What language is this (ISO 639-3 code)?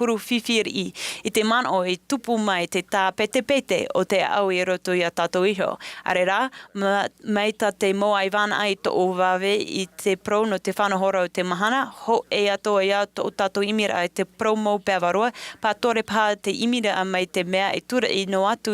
tah